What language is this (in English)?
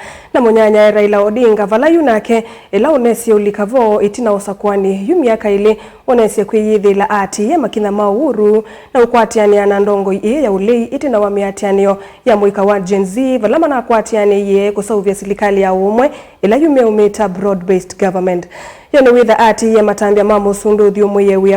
Kamba